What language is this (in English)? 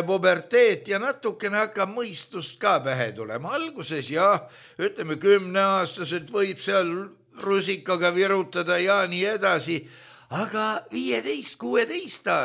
Estonian